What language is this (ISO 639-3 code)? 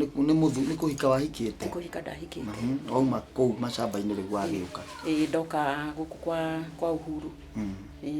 kik